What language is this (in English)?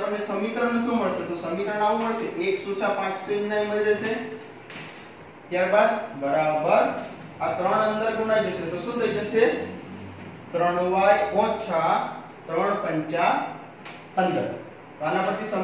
Gujarati